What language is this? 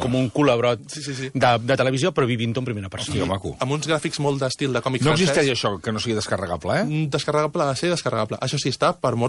Catalan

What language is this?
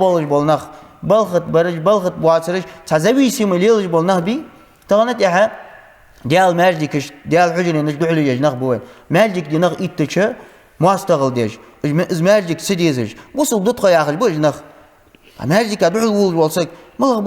Ingush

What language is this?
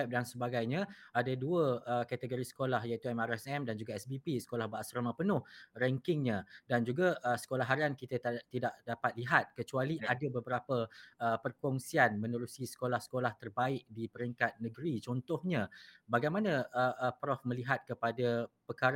Malay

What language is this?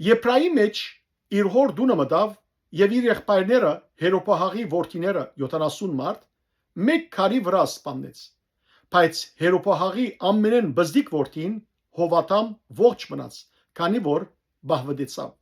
Western Armenian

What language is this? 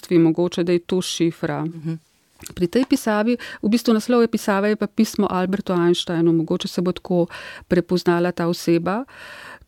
Slovenian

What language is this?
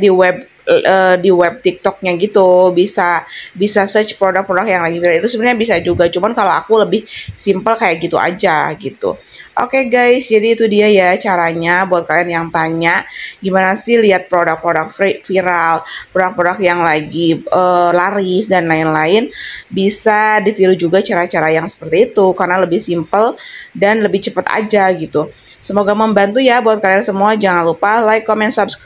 Indonesian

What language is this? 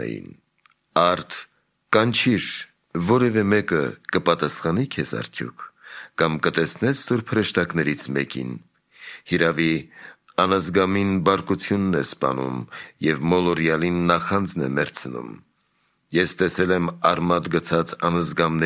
Armenian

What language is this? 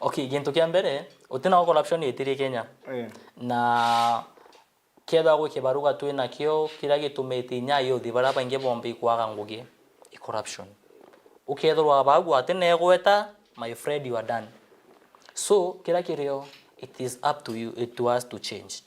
Meru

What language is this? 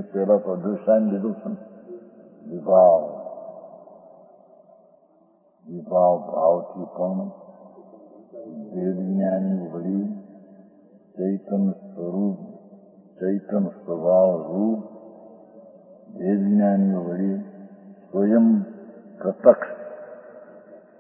Gujarati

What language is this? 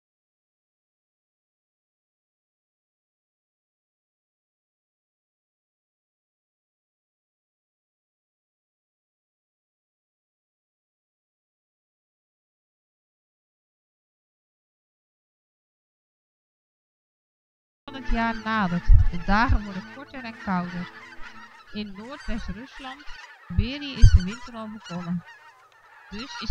Dutch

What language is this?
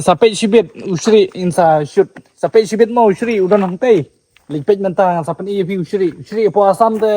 Khasi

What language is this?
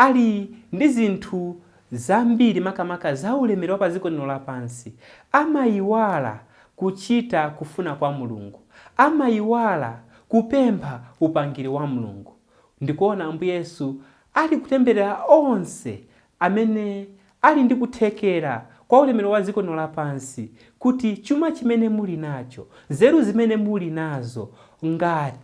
Nyanja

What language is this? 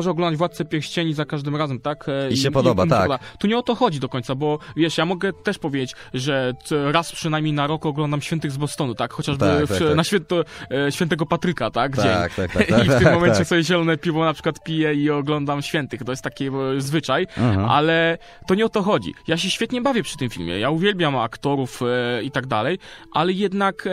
Polish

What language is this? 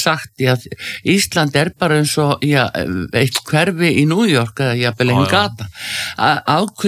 Icelandic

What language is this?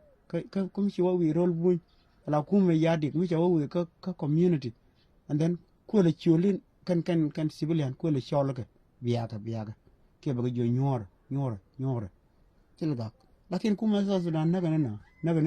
Nuer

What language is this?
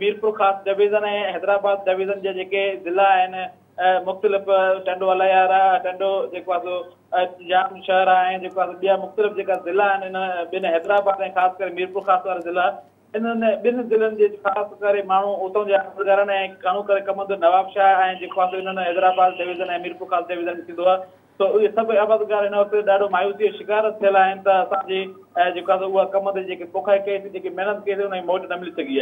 Sindhi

